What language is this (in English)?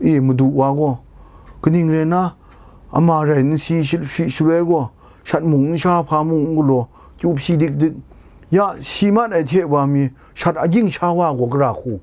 Kachin